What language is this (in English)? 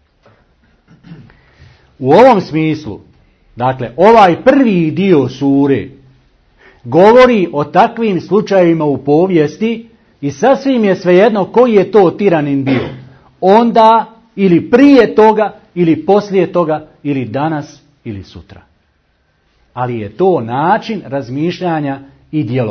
Bosnian